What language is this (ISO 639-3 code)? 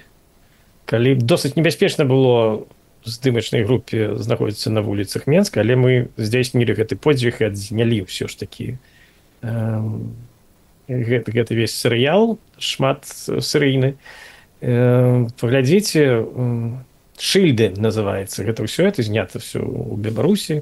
bel